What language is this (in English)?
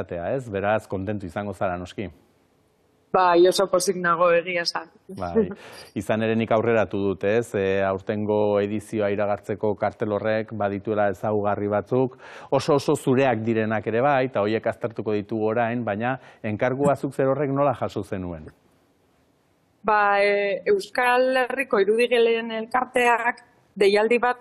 Basque